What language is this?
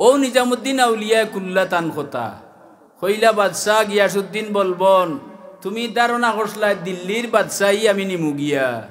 Sylheti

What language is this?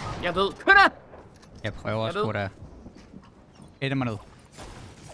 Danish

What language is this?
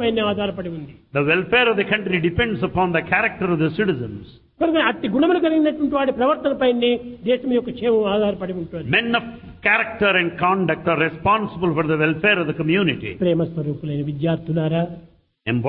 Telugu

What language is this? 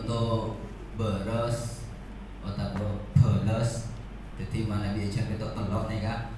Madurese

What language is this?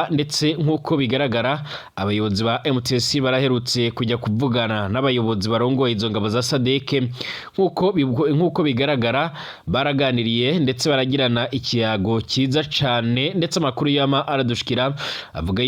Rundi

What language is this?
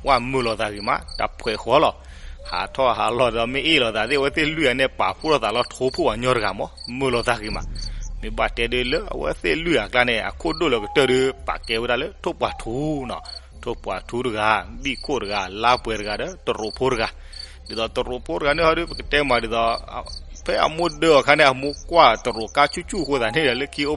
S'gaw Karen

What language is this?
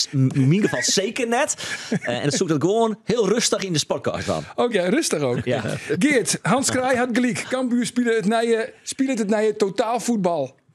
Western Frisian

